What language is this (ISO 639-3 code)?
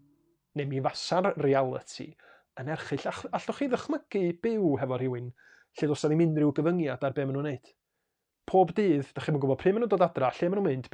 cym